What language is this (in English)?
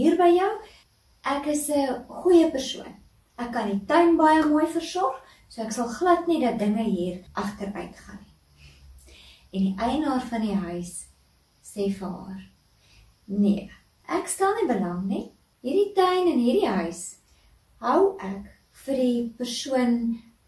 Afrikaans